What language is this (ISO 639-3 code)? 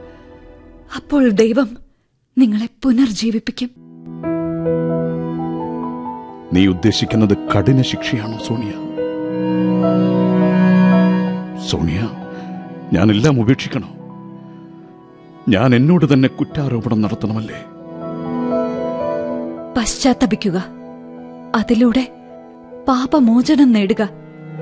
mal